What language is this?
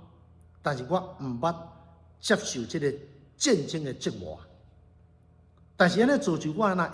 Min Nan Chinese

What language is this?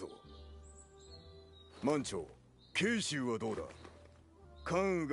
Japanese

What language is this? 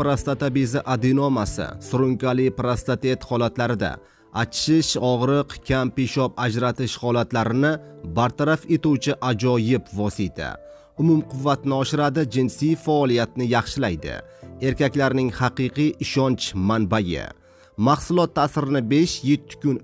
Uzbek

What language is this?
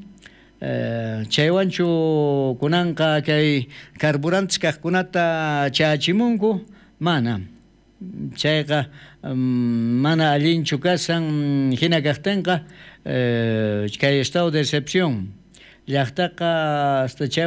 South Bolivian Quechua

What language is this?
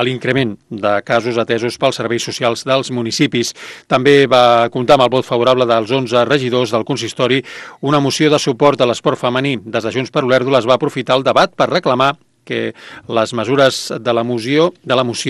Catalan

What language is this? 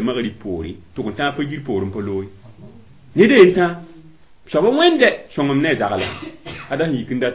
Mossi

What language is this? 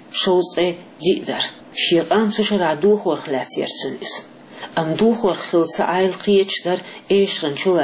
Chechen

